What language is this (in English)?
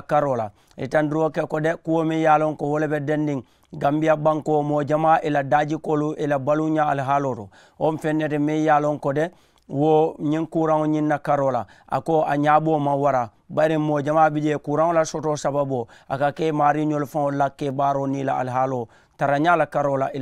Mandingo